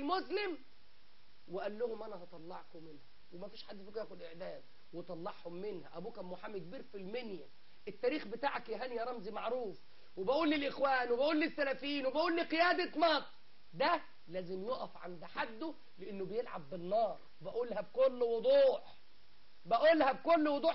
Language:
Egyptian Arabic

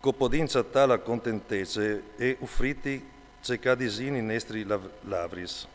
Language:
Friulian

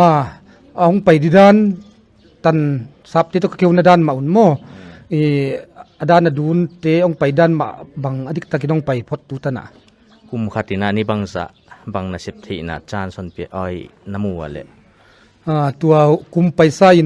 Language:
Paite Chin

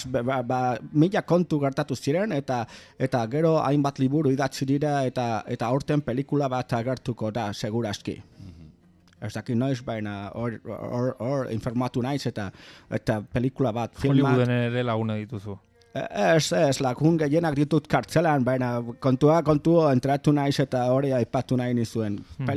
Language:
Basque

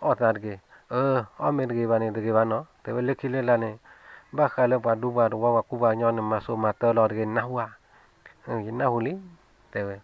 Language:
S'gaw Karen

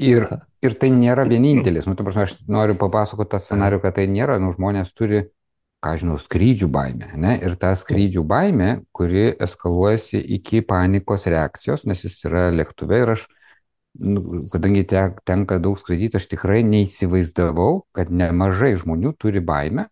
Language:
Lithuanian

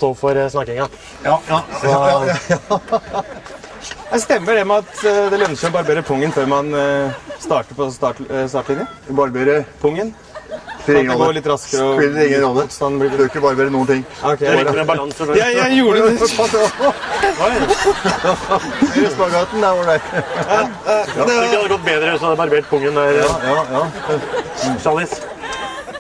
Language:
Norwegian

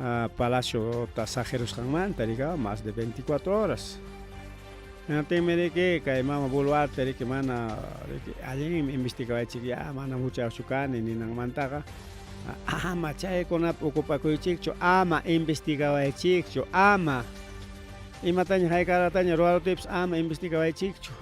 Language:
Ayacucho Quechua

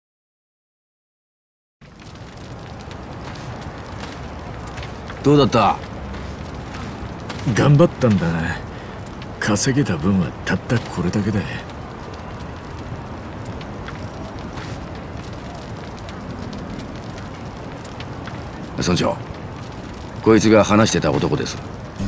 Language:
Japanese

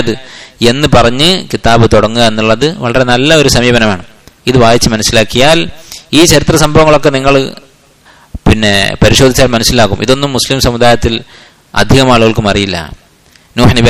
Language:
Malayalam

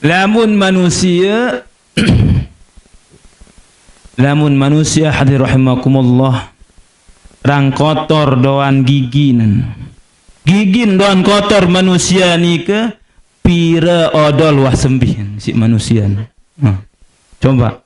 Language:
Sasak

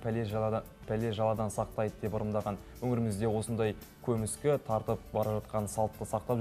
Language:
Kazakh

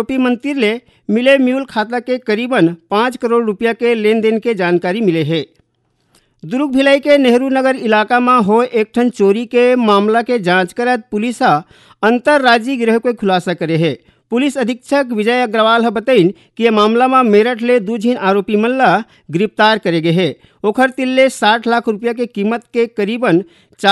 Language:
Chhattisgarhi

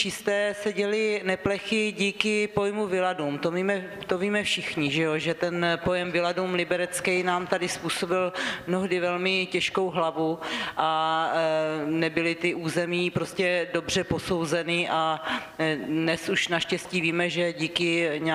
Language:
Czech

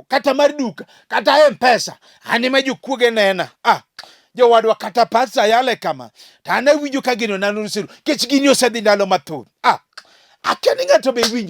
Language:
Luo (Kenya and Tanzania)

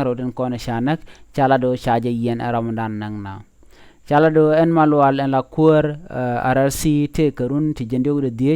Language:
Nuer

